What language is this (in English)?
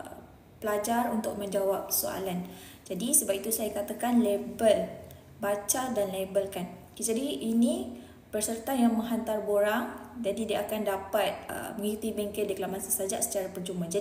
Malay